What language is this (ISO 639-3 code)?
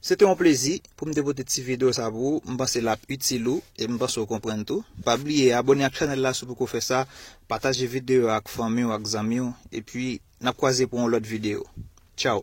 hat